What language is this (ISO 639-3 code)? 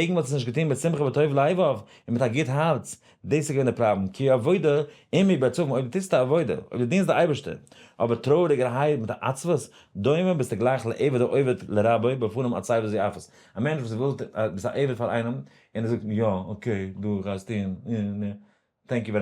yid